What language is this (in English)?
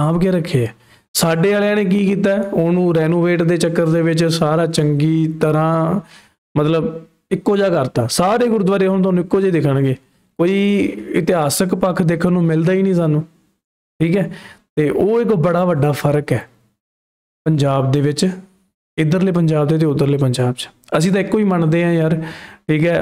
Punjabi